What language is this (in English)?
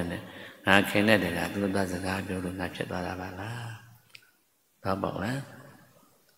Burmese